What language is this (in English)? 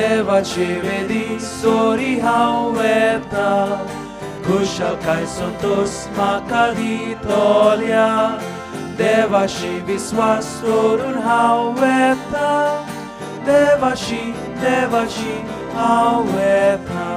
Konkani